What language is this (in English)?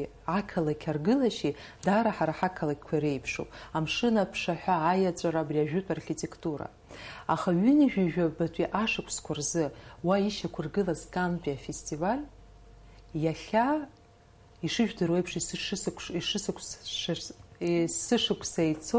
Abkhazian